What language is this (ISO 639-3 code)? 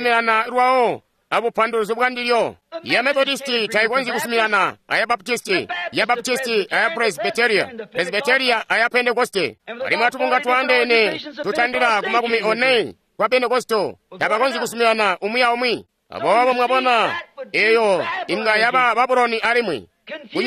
toi